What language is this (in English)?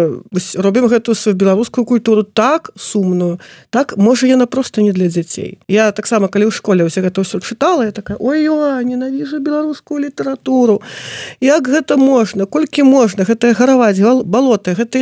Belarusian